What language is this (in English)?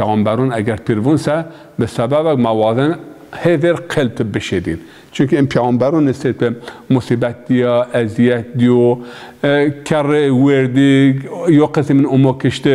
Zaza